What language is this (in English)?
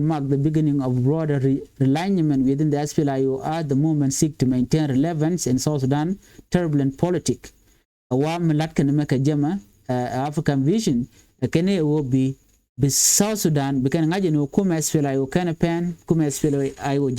Nuer